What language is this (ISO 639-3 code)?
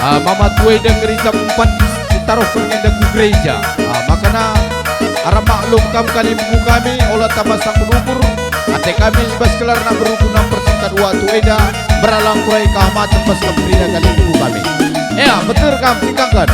btx